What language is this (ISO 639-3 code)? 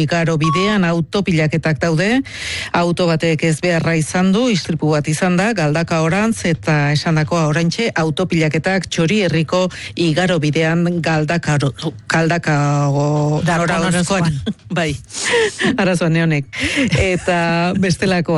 eus